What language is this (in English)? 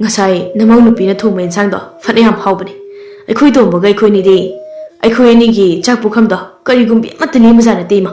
Manipuri